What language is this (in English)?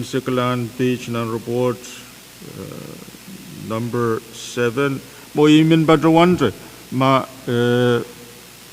Pohnpeian